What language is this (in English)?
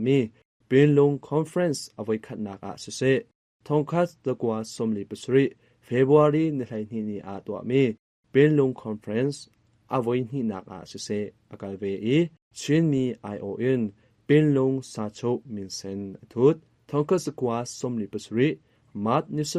Hakha Chin